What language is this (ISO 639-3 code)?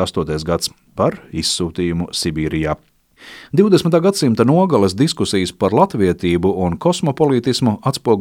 lav